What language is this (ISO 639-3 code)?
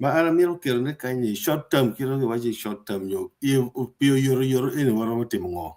ach